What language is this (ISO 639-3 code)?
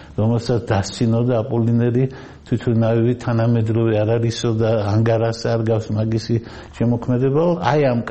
kat